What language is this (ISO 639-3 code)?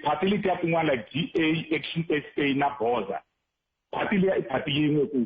tso